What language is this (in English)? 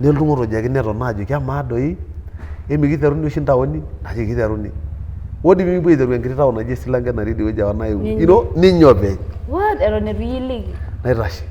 Masai